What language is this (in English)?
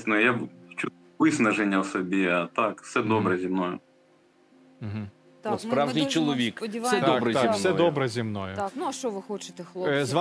Ukrainian